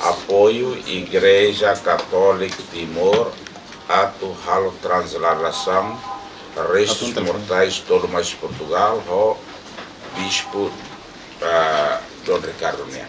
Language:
Tetum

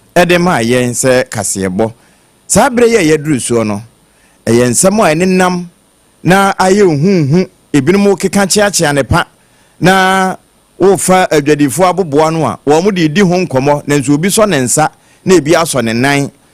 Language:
Akan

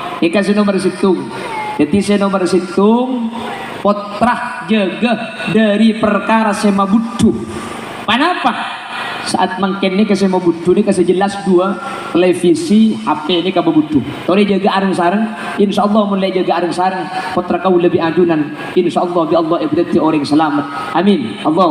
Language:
Madurese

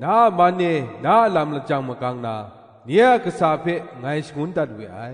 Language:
Kachin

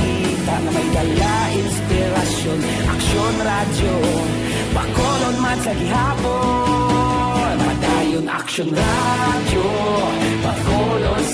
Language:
Hiligaynon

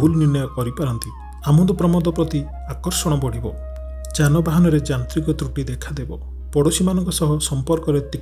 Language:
Odia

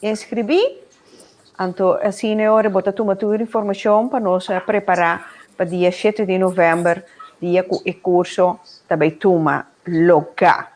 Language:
Papiamento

